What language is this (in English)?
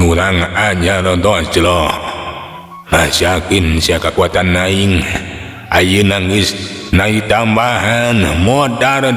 Sundanese